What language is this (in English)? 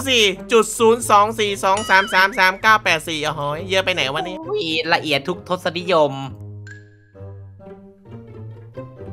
Thai